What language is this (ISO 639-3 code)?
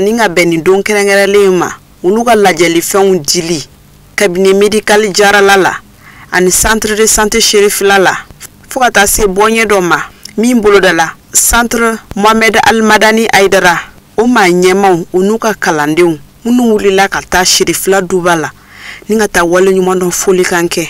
bam